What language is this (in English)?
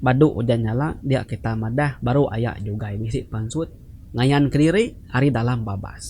Iban